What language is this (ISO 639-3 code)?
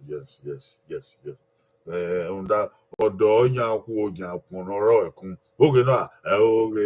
bin